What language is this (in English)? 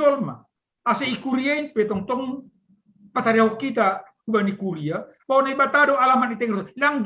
Batak Simalungun